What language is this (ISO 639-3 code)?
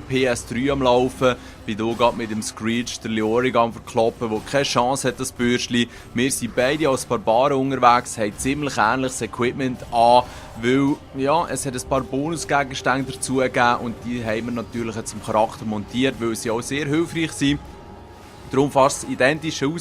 gsw